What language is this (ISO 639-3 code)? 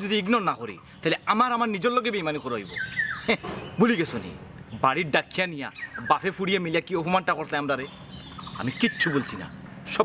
syl